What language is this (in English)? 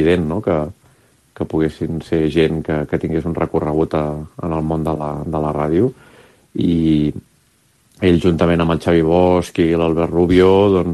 Catalan